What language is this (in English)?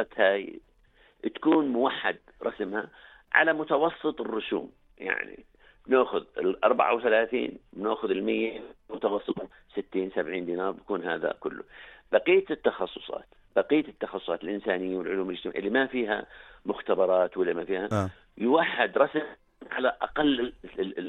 North Levantine Arabic